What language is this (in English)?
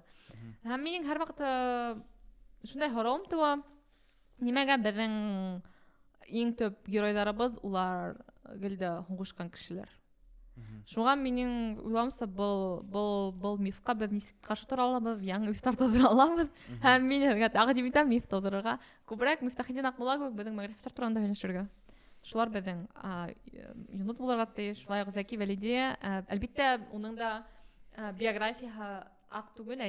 Bashkir